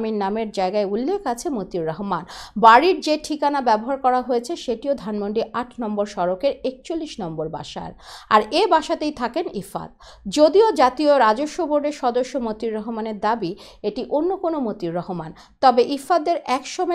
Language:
Bangla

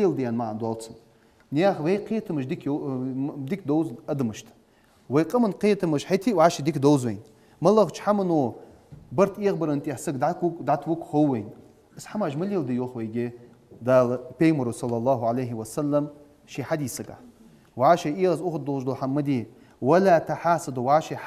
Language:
Ingush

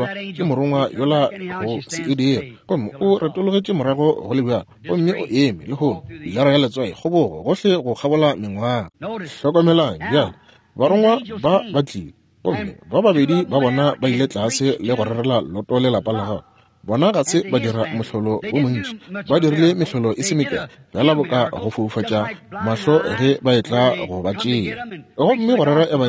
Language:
Northern Sotho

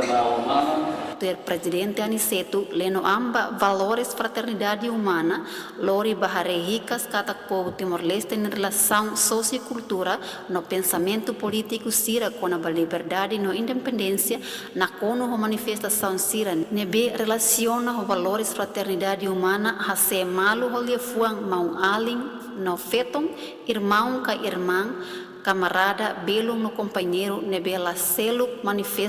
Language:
Tetum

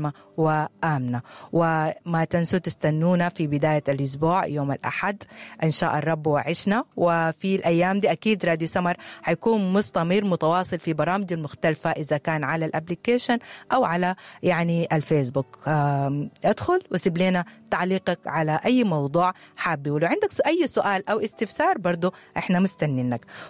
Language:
Sudanese Arabic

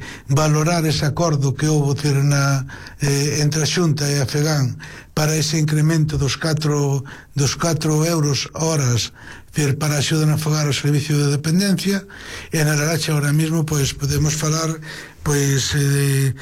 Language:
Galician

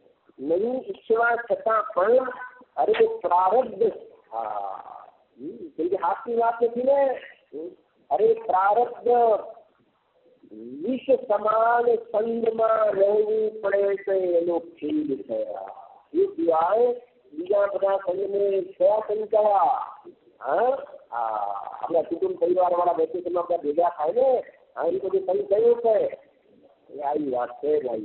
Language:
Gujarati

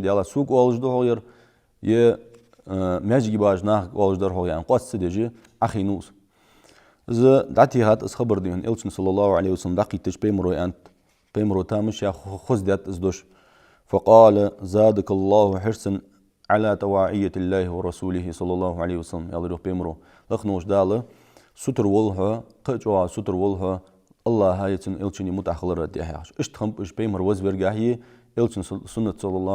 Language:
Ingush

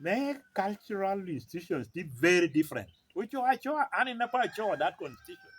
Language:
Lango (Uganda)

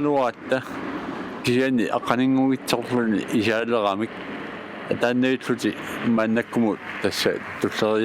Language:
Kalaallisut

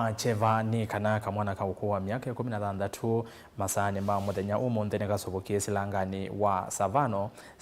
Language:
Kamba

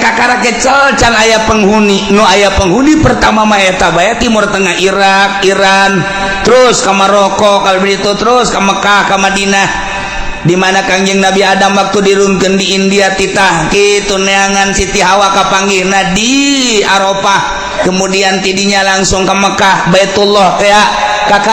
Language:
Sundanese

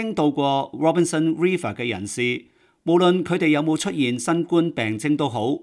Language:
Cantonese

